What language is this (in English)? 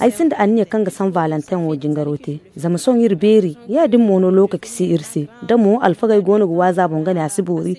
Zarma